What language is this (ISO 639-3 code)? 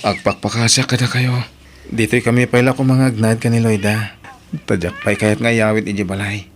ilo